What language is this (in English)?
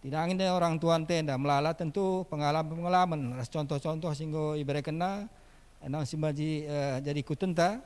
Batak Karo